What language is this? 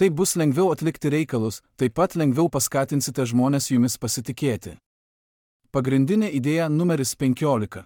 Lithuanian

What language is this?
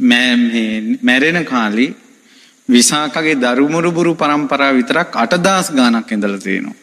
Sinhala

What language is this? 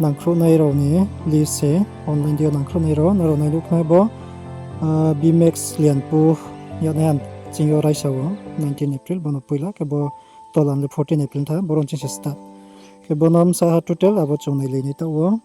Riang (India)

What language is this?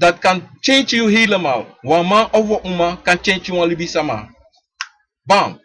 Sranan Tongo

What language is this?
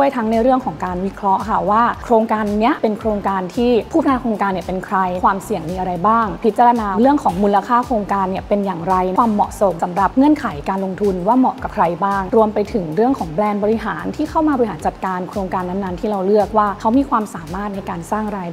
Thai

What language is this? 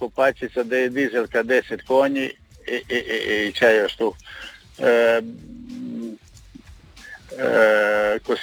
Croatian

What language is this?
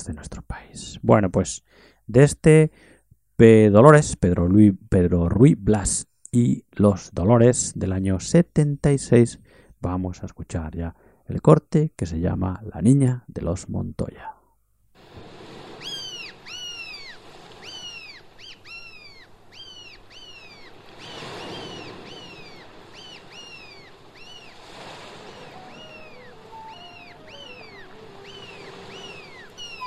Spanish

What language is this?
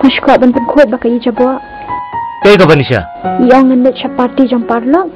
Khasi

